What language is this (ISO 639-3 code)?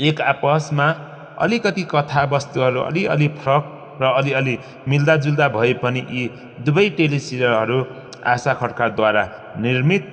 nep